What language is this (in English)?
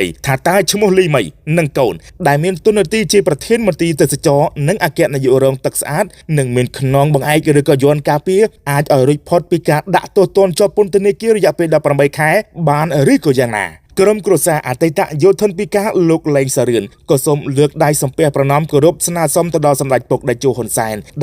Khmer